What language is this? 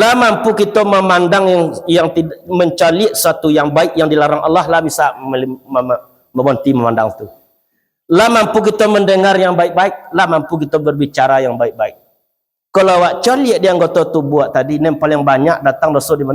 Minangkabau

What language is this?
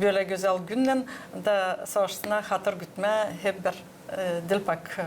Gagauz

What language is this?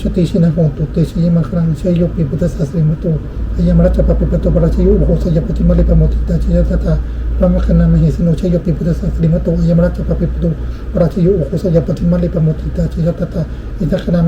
Pali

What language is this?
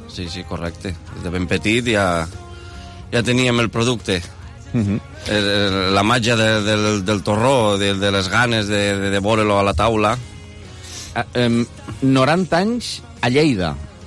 Catalan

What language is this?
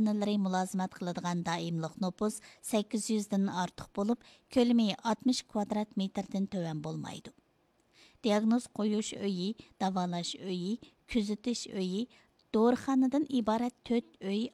Uyghur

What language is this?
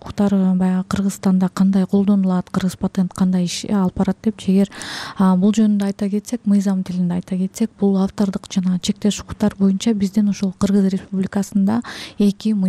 Kyrgyz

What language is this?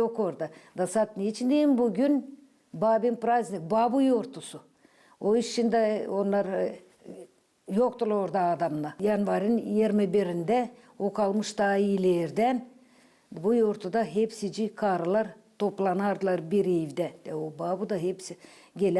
Gagauz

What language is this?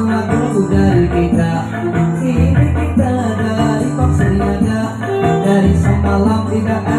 Banjar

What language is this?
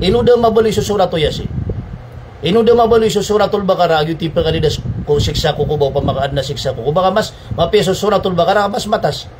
Maranao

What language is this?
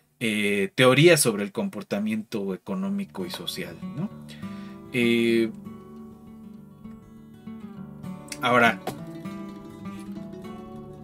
Spanish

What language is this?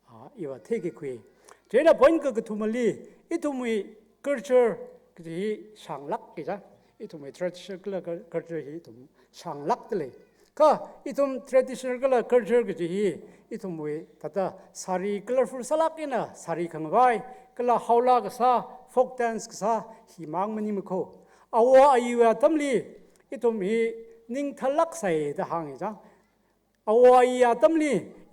Tangkhul Naga (India)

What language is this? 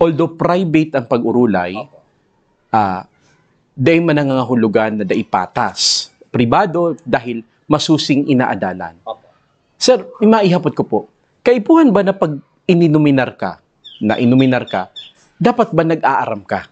Bikol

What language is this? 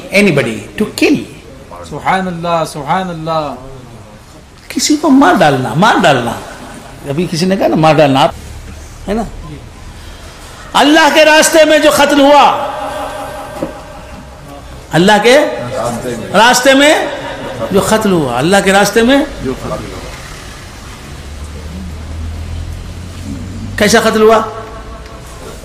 Urdu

